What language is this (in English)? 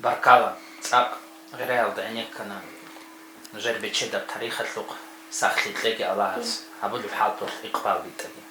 Avaric